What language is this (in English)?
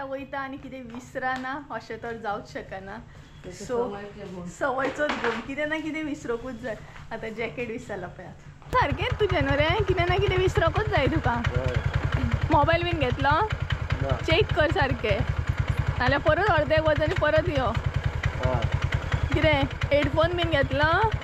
Konkani